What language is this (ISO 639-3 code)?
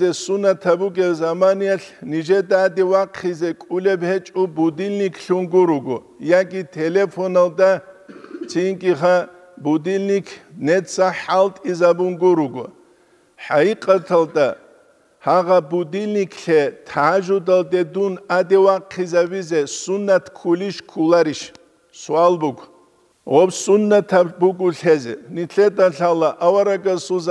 ava